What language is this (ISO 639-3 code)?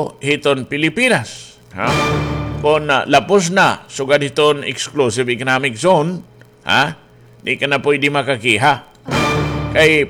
war